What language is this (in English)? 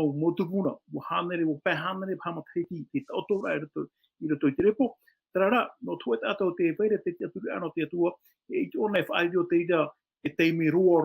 Tahitian